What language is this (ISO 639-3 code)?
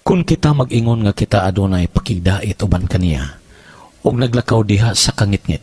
ceb